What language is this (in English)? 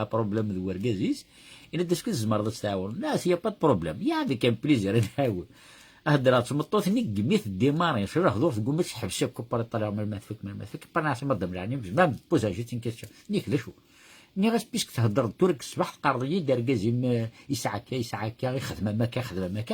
Kabyle